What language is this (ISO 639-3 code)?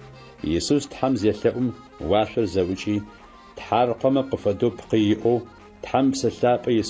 ady